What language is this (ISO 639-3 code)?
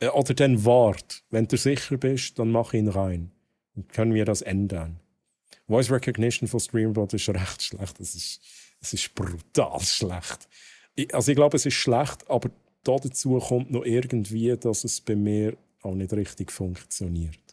gsw